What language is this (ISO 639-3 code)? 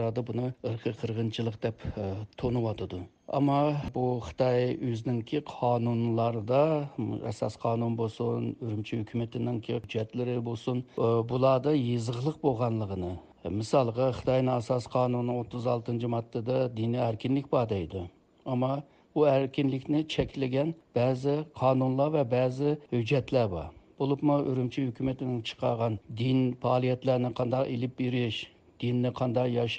uig